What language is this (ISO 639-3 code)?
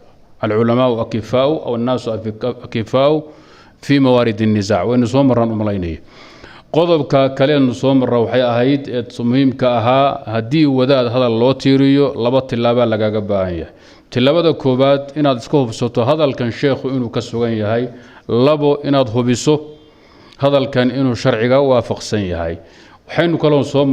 som